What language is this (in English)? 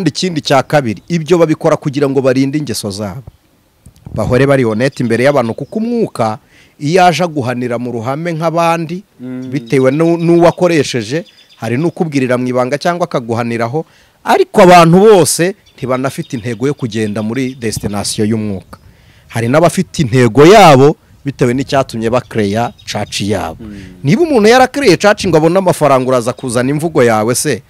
Kinyarwanda